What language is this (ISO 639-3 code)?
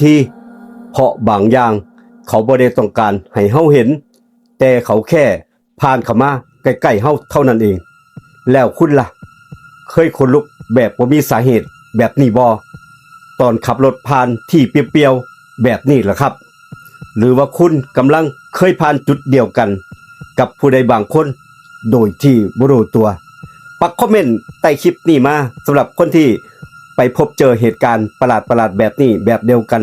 tts